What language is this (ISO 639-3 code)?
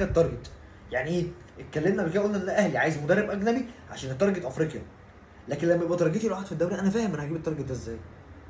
arz